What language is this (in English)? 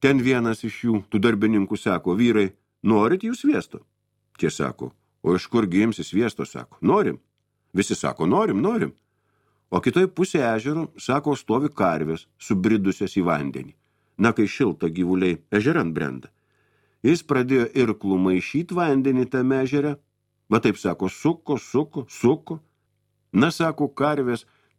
Lithuanian